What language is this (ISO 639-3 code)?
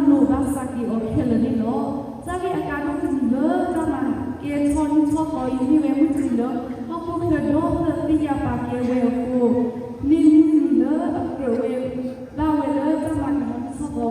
ksw